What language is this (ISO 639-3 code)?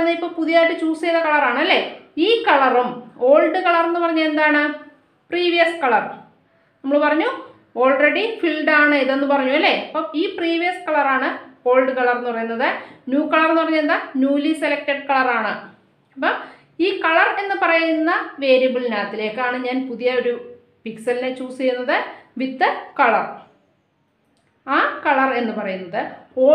mal